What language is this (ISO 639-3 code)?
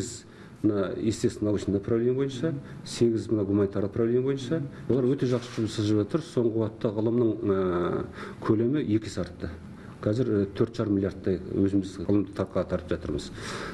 kaz